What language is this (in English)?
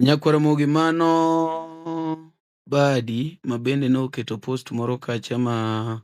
Luo (Kenya and Tanzania)